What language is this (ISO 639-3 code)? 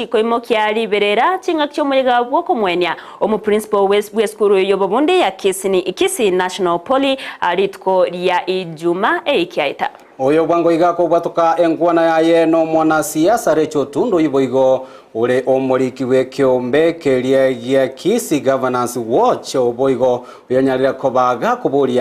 guz